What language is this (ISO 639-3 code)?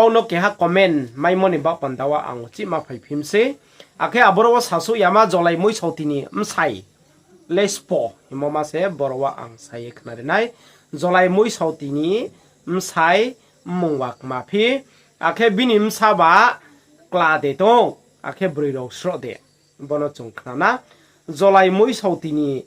ria